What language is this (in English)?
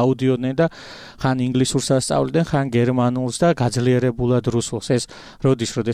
Georgian